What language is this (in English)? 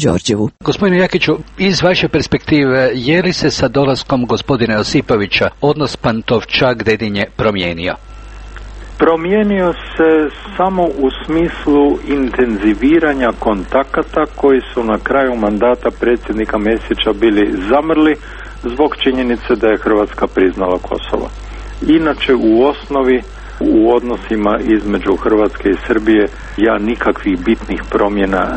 Croatian